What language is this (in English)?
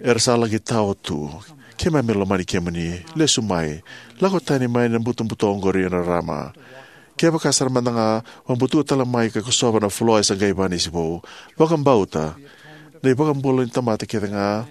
Fijian